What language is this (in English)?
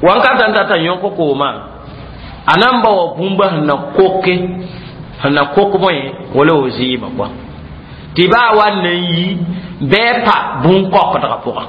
Mossi